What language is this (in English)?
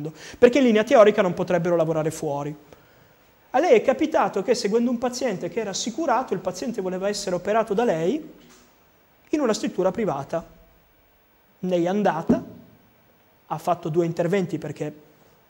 Italian